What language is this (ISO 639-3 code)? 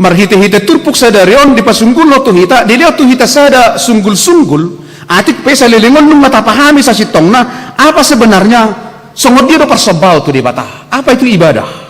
bbc